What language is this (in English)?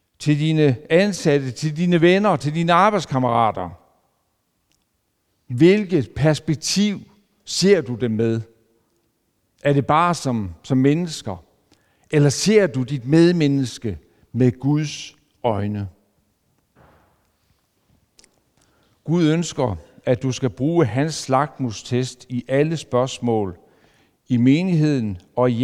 Danish